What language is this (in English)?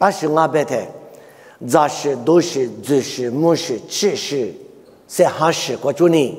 Lisu